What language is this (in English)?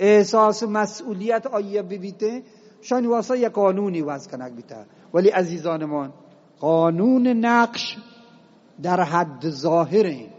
Eastern Balochi